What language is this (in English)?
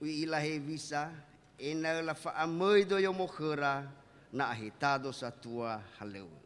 Nias